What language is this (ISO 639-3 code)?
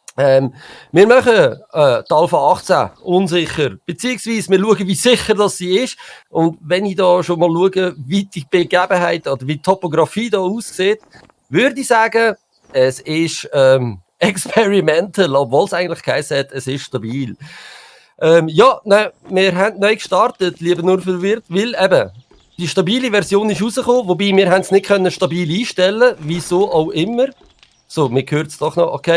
gsw